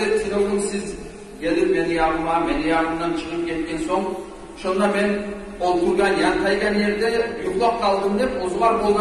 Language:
Kumyk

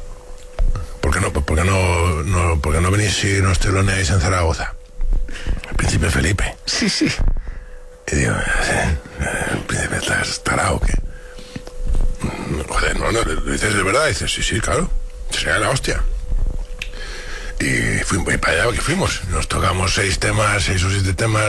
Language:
Spanish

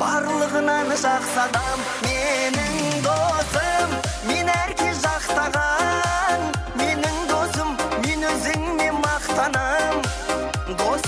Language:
Kara-Kalpak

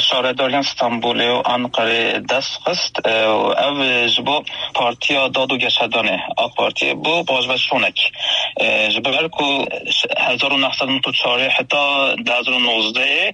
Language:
Kurdish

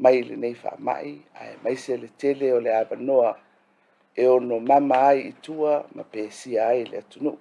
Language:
Samoan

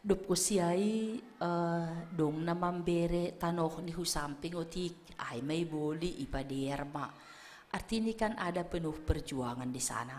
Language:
Batak Simalungun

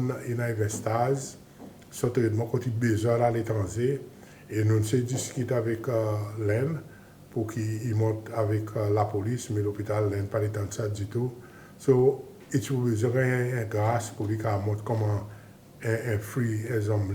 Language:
Seselwa Creole French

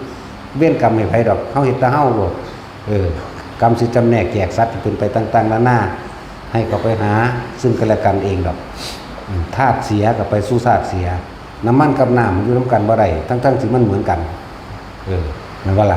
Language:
Northeastern Thai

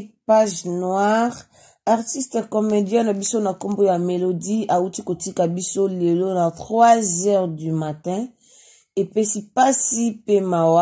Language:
Lingala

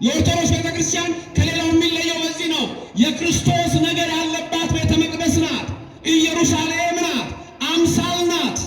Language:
Amharic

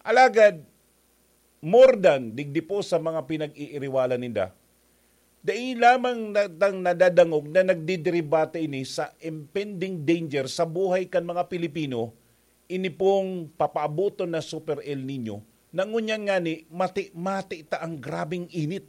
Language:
Bikol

